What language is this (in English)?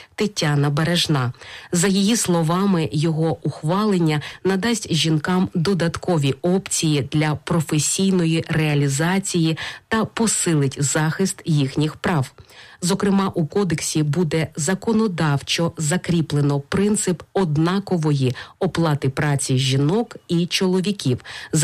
Ukrainian